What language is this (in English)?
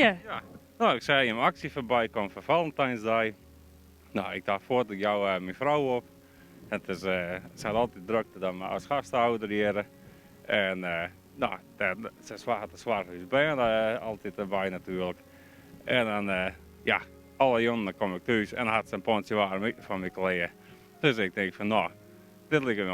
Western Frisian